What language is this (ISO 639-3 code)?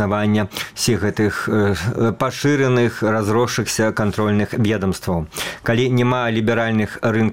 bel